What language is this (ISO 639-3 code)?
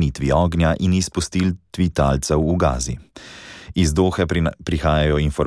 slv